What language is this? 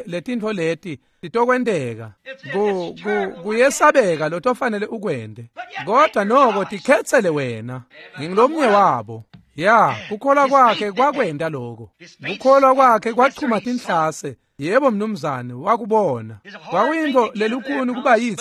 Swati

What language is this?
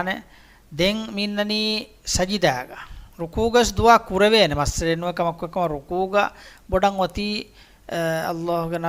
Divehi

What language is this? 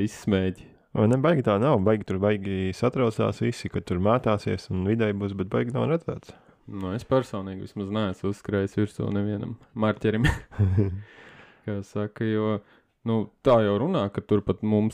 Latvian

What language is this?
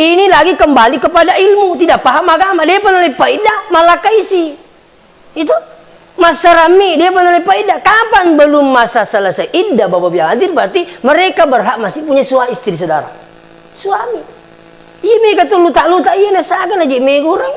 Buginese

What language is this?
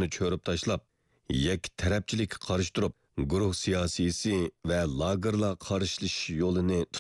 Uyghur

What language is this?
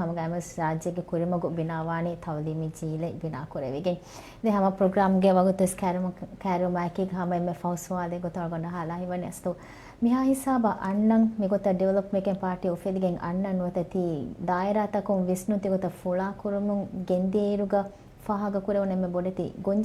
Divehi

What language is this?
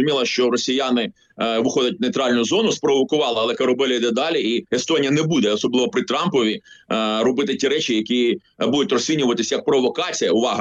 Ukrainian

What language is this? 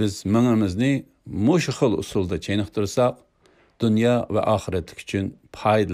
Uyghur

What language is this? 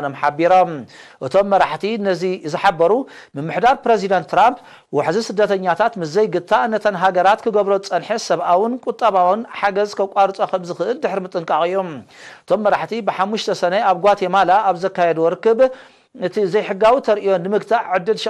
Tigrinya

